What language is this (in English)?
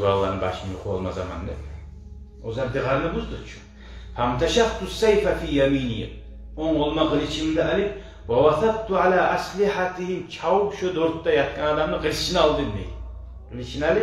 Kumyk